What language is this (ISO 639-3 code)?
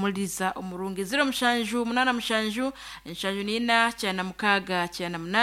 nyn